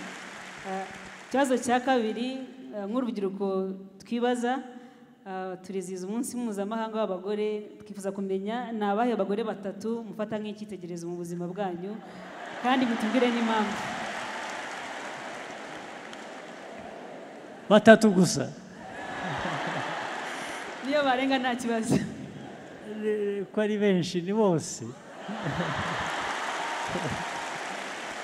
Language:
Kinyarwanda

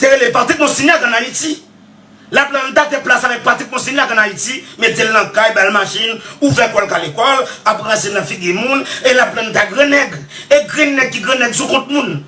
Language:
Haitian Creole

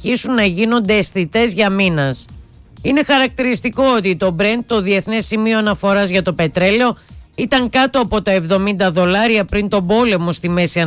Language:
Greek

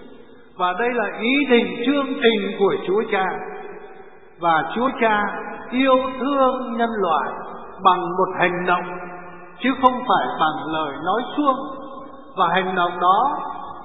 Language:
Vietnamese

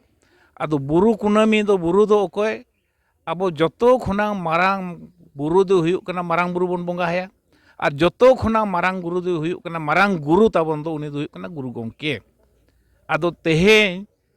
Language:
Santali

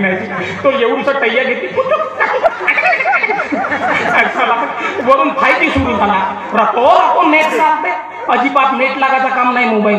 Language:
Marathi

